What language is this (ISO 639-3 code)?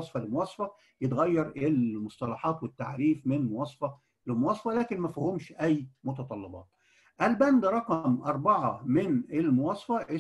arz